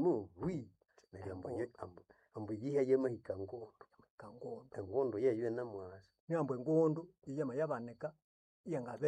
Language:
Nande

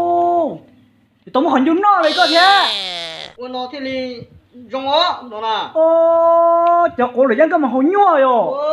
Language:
Hmong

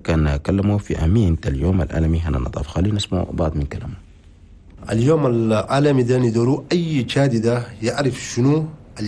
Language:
Chadian Arabic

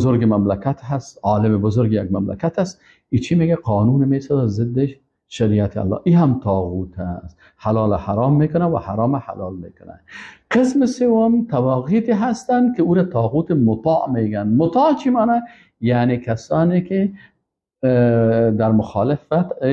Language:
Persian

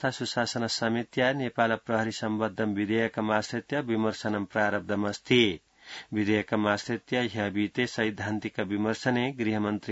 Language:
Sanskrit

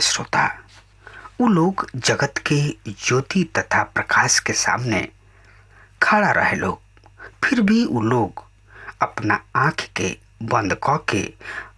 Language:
Bhojpuri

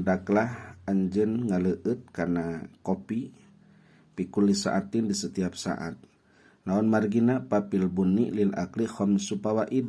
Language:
Sundanese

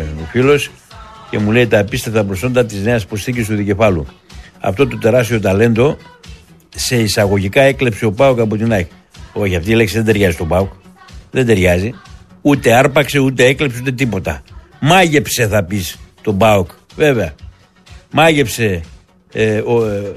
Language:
Greek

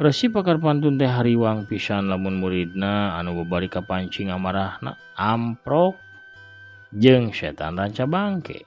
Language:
Sundanese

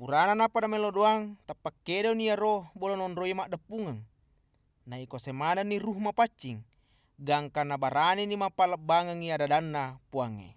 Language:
Buginese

